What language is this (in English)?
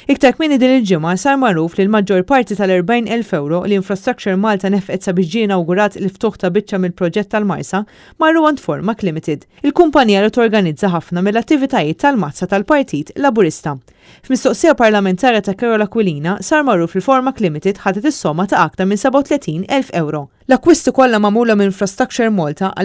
Maltese